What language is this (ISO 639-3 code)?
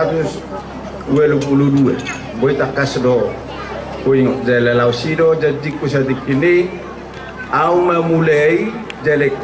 bbc